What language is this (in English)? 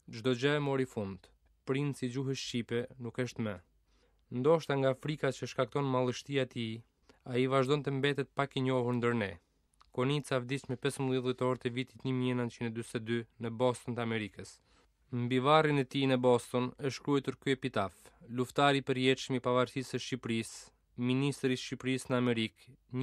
Albanian